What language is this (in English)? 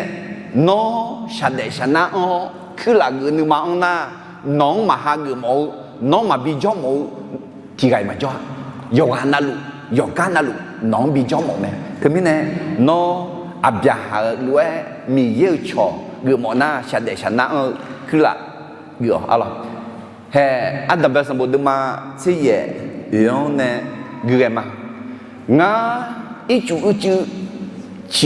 Akha